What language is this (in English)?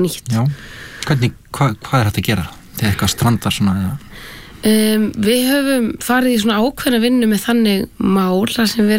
Icelandic